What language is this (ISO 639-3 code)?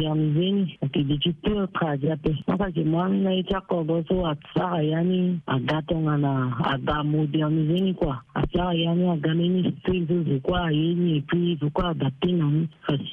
sag